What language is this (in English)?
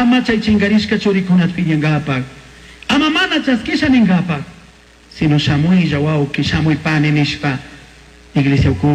Chimborazo Highland Quichua